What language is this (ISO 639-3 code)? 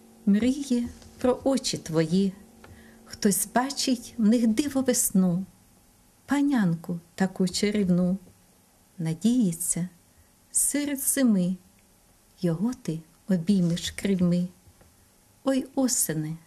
ukr